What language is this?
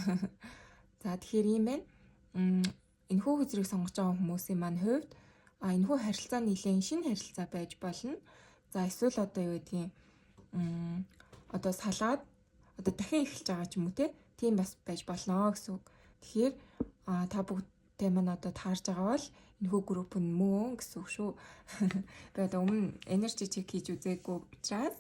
Mongolian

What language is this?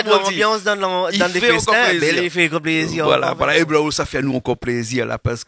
Réunion Creole French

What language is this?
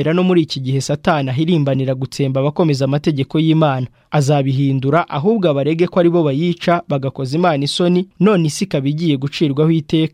Kinyarwanda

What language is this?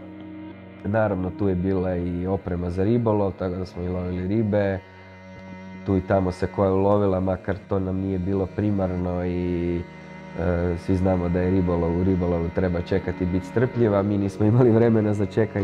Croatian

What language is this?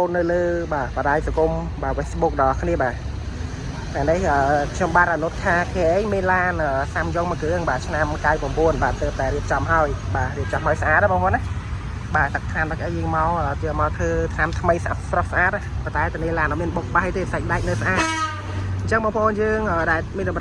Khmer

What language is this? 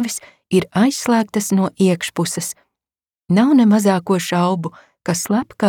Latvian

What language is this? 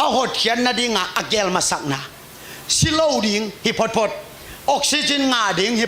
Tedim Chin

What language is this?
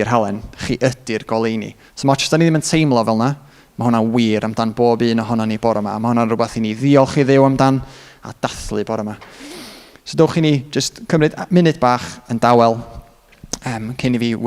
Welsh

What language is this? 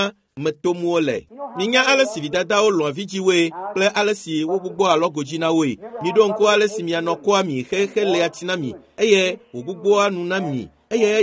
Ewe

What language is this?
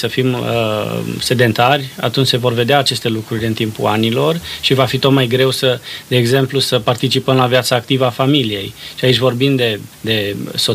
Romanian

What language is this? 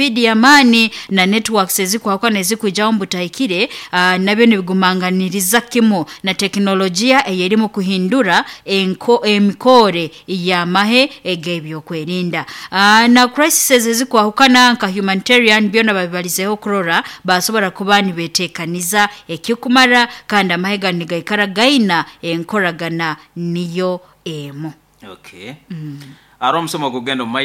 Nyoro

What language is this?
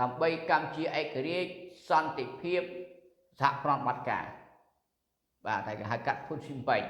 Khmer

